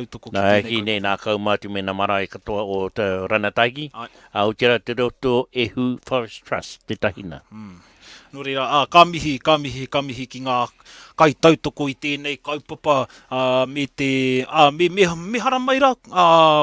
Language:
Māori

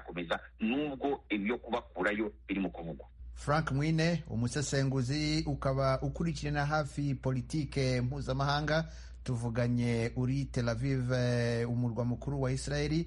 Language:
Kinyarwanda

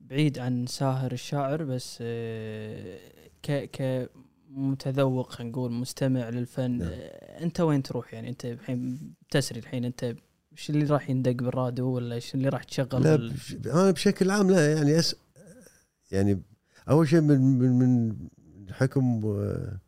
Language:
Gulf Arabic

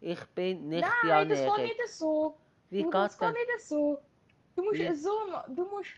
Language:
Swiss German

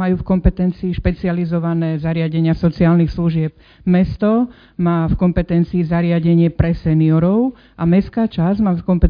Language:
Slovak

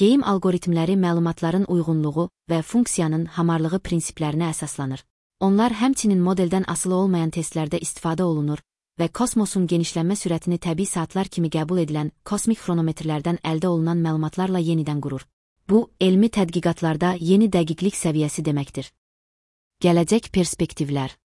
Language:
Azerbaijani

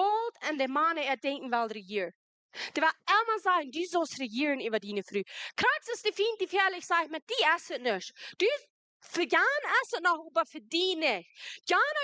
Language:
Plautdietsch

